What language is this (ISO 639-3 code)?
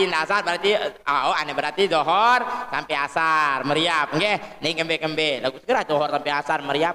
sas